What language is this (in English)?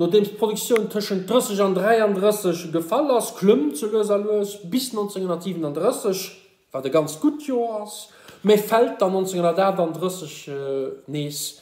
Luxembourgish